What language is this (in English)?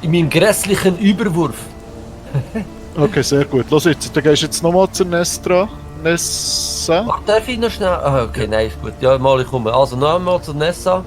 Swiss German